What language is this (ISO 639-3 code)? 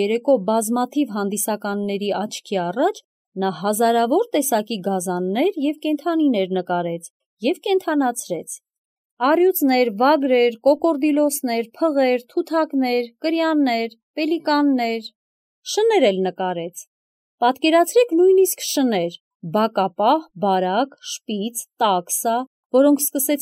hye